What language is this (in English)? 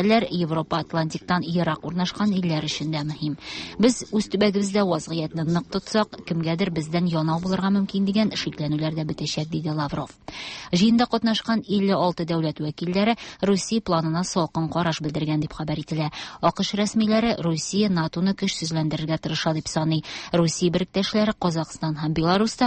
Tatar